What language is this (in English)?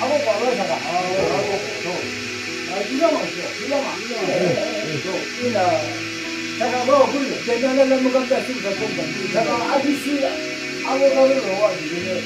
Yimchungru Naga